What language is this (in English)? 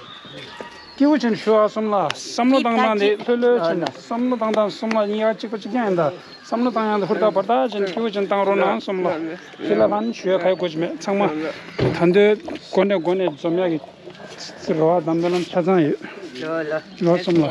Tibetan